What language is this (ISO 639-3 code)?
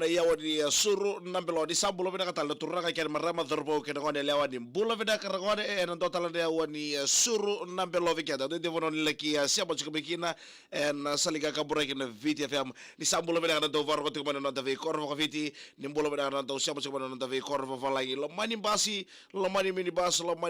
fij